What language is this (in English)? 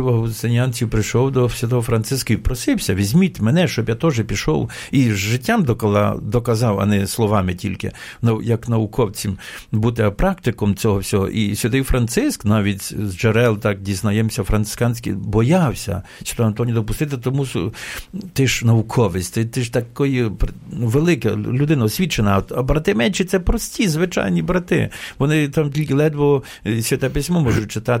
Ukrainian